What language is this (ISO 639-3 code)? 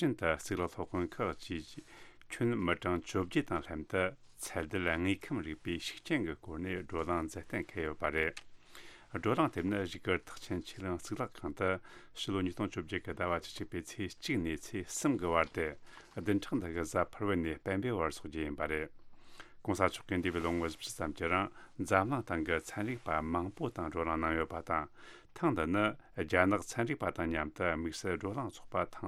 bod